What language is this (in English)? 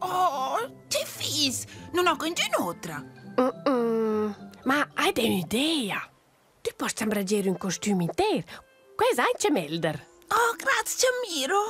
Romansh